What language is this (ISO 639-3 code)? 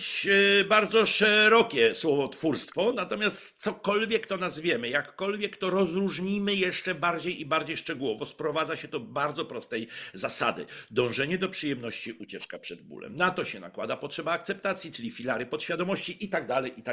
pol